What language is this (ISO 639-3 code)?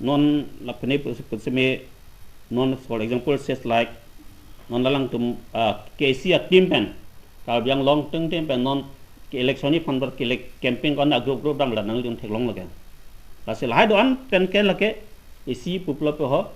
mjw